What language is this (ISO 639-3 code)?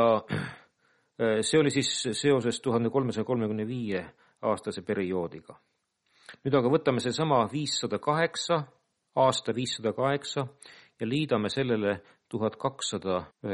est